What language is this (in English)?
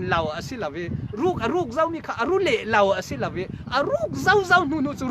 Falam Chin